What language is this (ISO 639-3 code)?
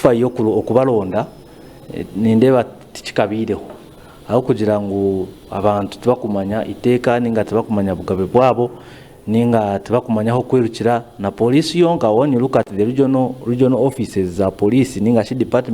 nyn